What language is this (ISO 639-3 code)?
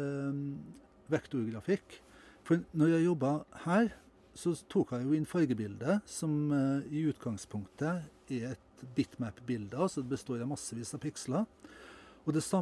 nor